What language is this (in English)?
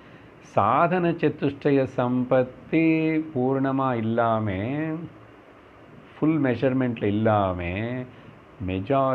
Tamil